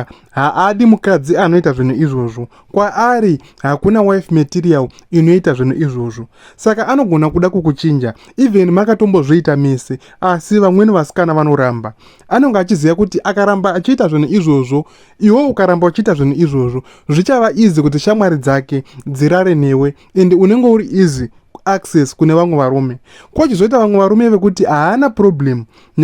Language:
Shona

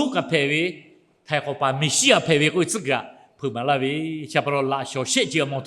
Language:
Lahu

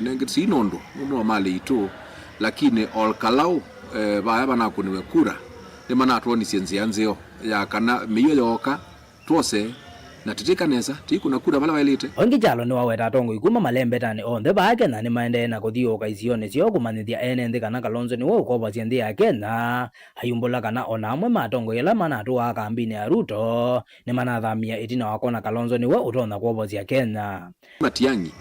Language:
Kamba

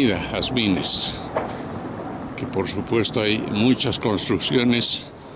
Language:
Spanish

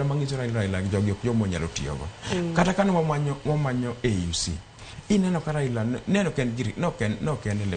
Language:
Luo (Kenya and Tanzania)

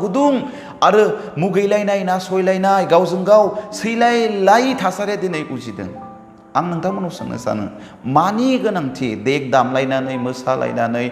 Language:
Bodo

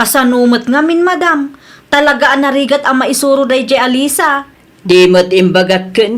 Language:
Iloko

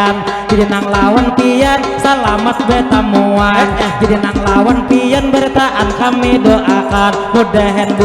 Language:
Banjar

